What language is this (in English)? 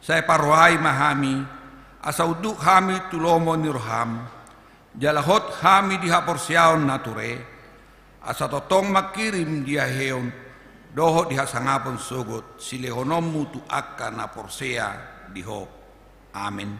Batak Toba